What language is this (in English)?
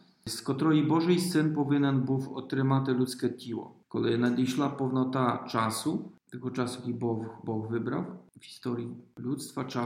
Ukrainian